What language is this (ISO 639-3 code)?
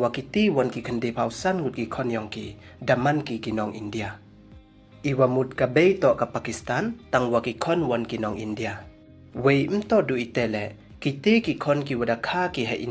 pbv